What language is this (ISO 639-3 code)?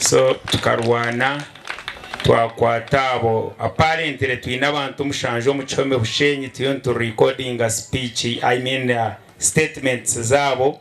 nyn